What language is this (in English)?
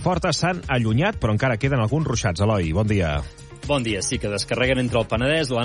Catalan